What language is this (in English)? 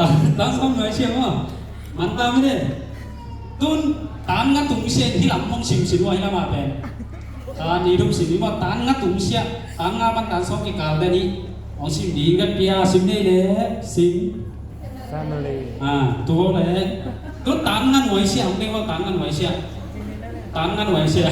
Tedim Chin